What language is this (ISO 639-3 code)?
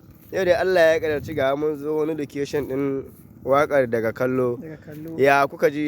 hau